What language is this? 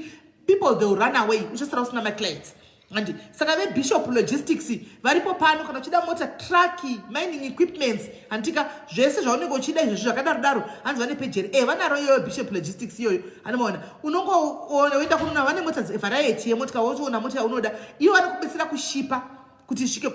Shona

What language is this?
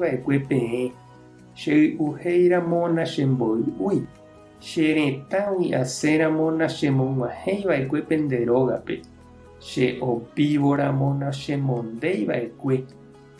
Guarani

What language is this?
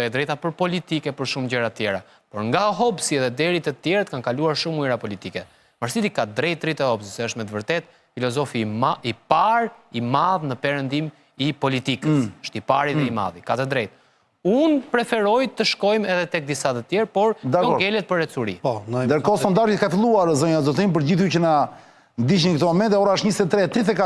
Albanian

